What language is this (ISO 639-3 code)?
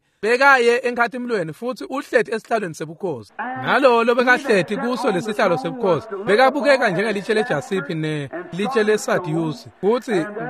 ssw